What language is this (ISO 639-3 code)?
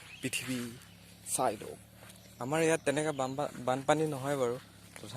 asm